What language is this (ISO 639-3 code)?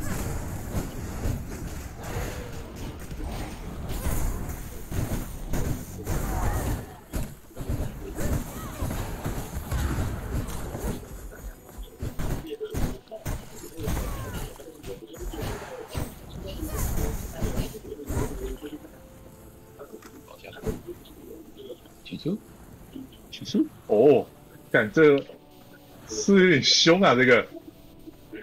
zho